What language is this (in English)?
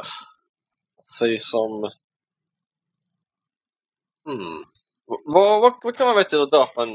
Swedish